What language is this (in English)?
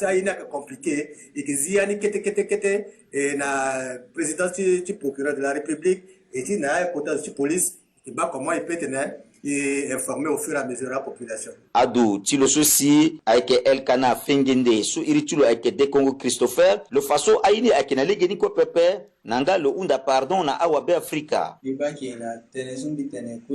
Sango